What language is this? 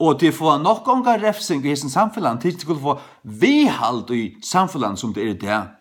Faroese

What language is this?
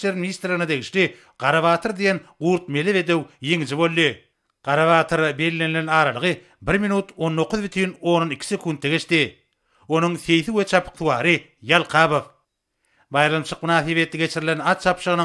Turkmen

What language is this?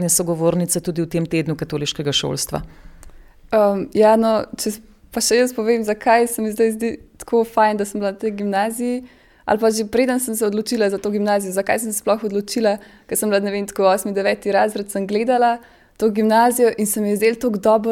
Slovenian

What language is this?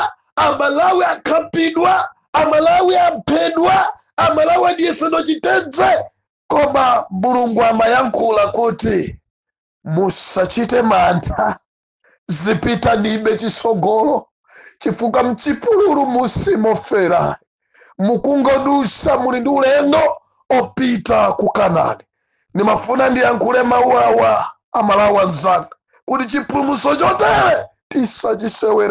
Nyanja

